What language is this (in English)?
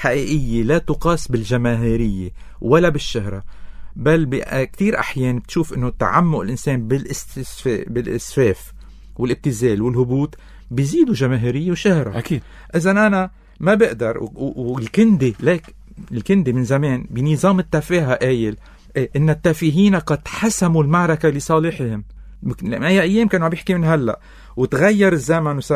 North Levantine Arabic